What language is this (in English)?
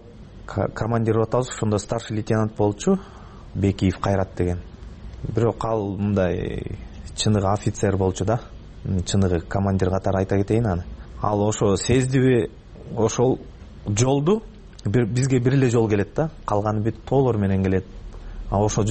Kyrgyz